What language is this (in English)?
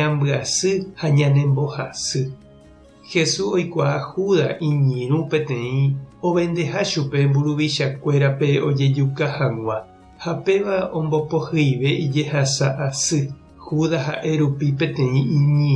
Guarani